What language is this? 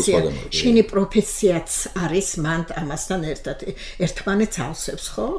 Georgian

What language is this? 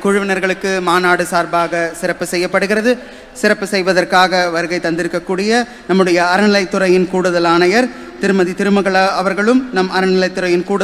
Tamil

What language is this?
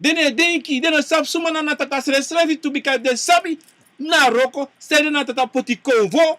Sranan Tongo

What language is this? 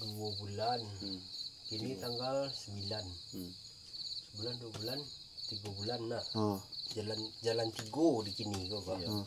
Minangkabau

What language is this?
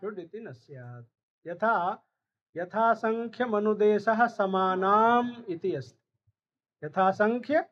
Sanskrit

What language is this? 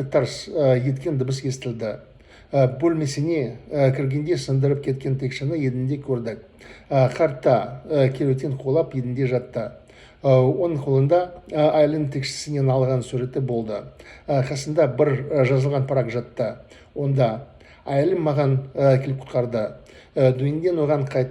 Kazakh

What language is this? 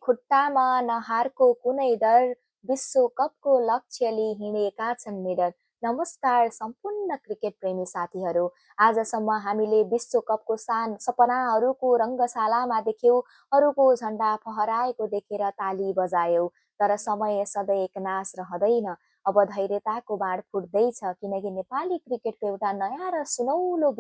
Nepali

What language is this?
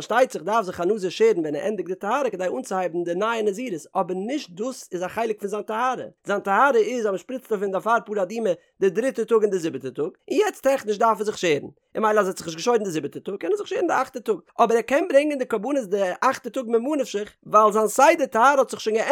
Yiddish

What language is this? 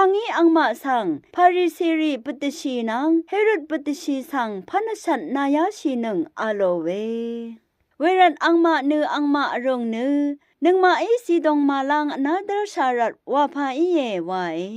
Rawang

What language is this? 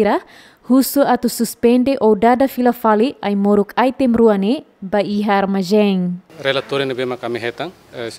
Tetum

